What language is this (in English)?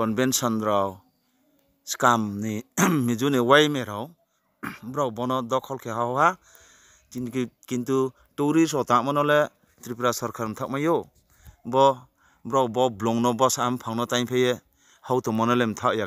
Riang (India)